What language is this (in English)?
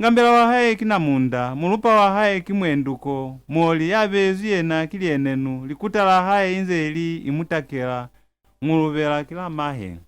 Lozi